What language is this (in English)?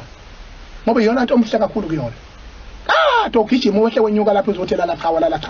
Zulu